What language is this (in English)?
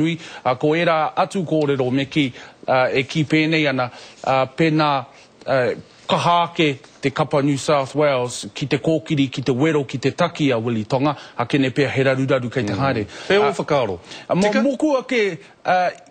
Māori